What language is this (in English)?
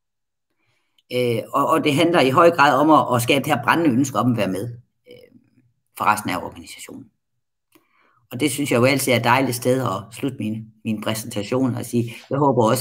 Danish